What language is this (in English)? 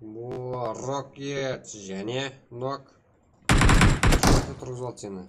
Kara-Kalpak